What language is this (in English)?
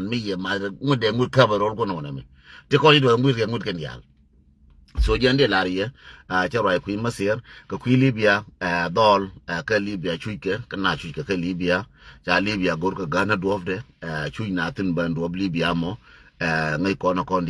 Nuer